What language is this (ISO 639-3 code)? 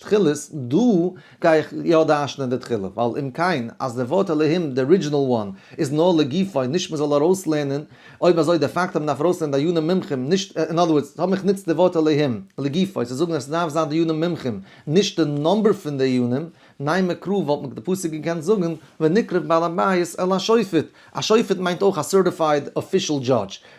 yid